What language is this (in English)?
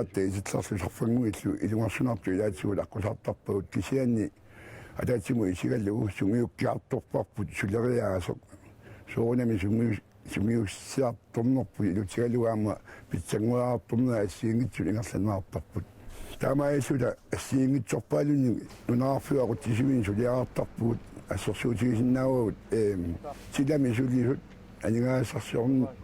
Kalaallisut